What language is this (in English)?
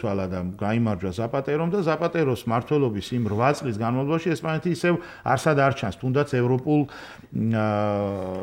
Georgian